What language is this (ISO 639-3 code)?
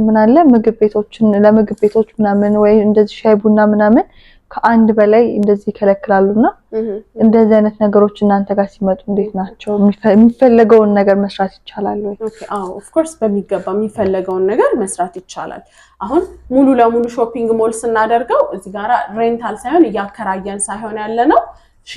amh